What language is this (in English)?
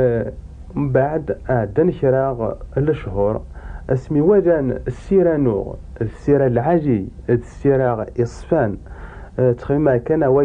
Kabyle